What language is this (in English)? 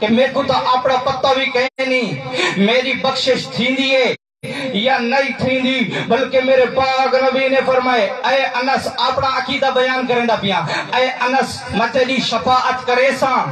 Saraiki